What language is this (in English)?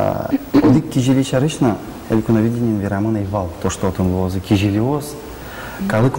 Udmurt